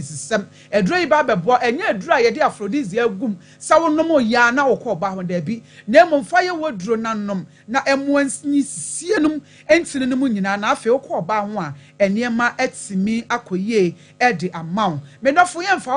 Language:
Akan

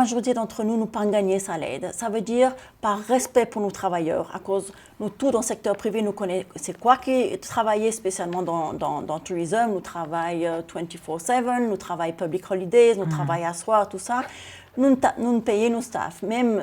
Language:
Seselwa Creole French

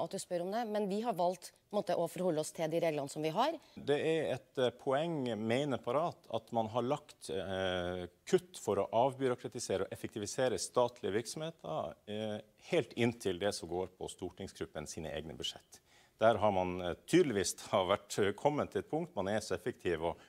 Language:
Norwegian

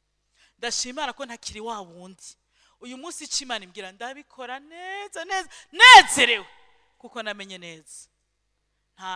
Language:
Rundi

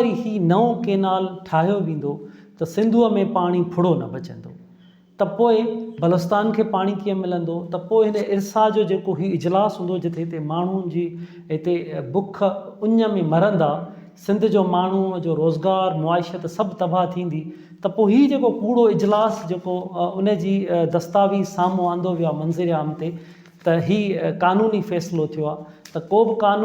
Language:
Sindhi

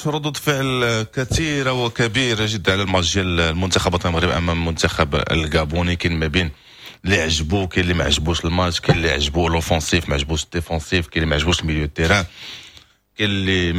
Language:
Moroccan Arabic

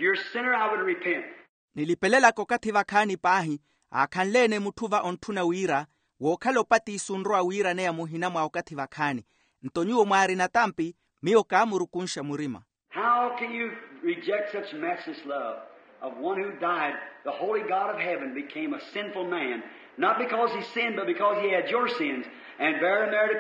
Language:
Makhuwa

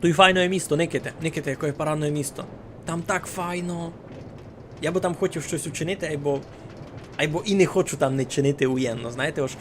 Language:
Rusyn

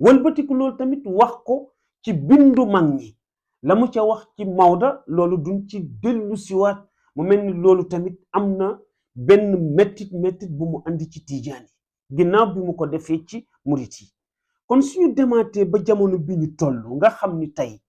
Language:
Wolof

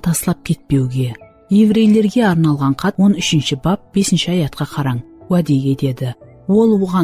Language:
Kara-Kalpak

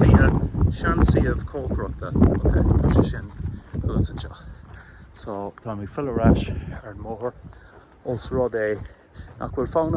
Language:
Irish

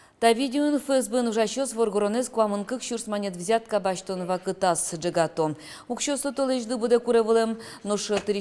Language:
Udmurt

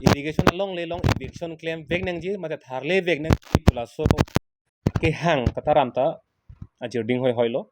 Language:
Karbi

